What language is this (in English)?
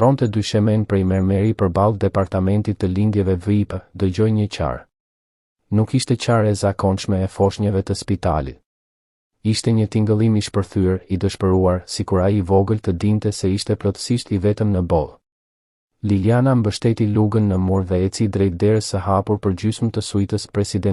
Albanian